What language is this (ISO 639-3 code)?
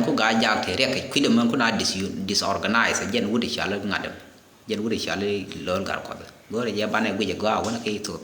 nus